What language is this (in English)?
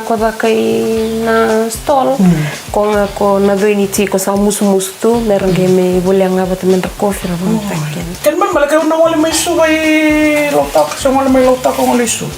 Fijian